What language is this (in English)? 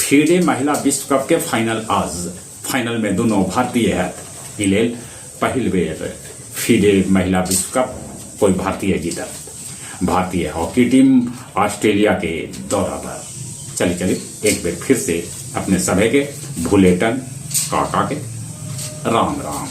Magahi